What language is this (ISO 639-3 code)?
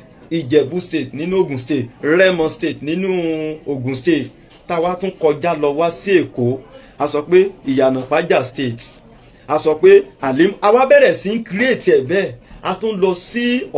yor